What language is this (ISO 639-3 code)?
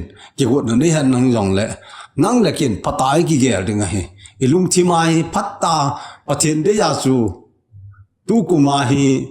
tcz